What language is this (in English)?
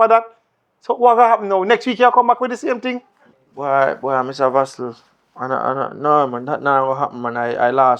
Jamaican Creole English